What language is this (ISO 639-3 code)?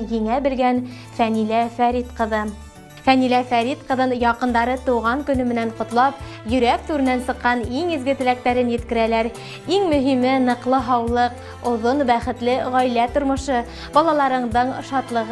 bak